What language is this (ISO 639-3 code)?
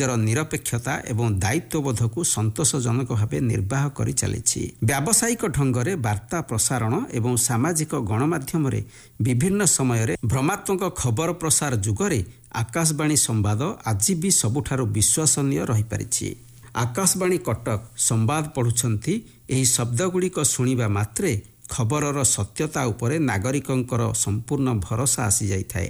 ori